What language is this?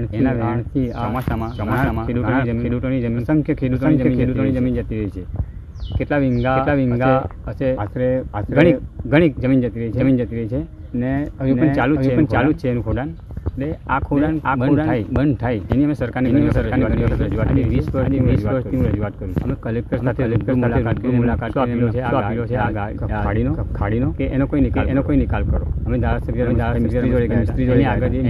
Gujarati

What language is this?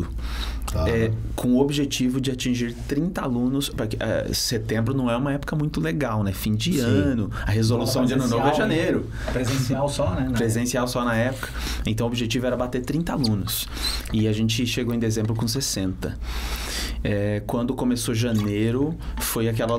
Portuguese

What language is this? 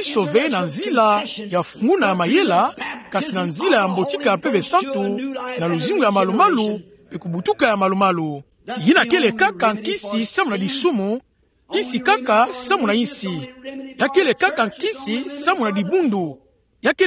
Kituba (Democratic Republic of Congo)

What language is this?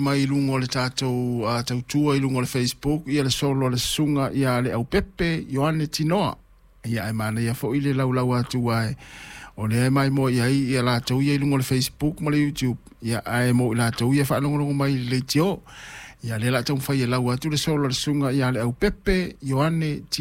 Samoan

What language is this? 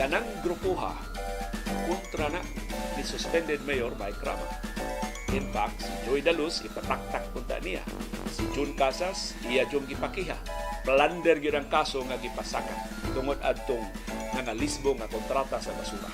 Cebuano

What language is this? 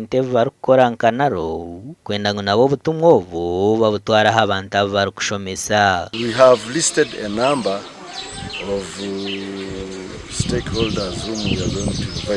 Nyankole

